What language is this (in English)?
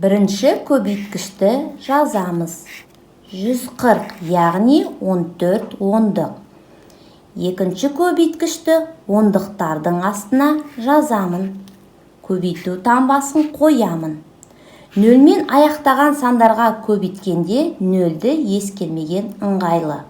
Kazakh